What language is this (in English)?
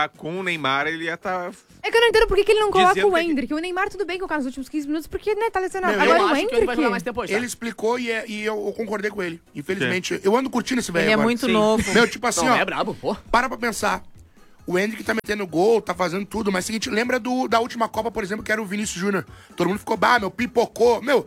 Portuguese